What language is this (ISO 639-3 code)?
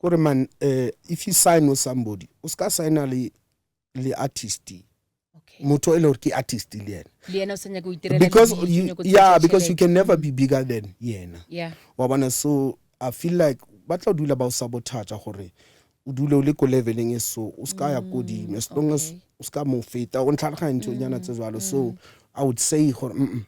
nso